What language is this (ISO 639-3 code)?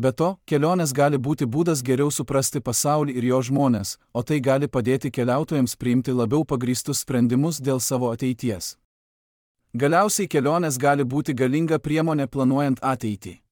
lit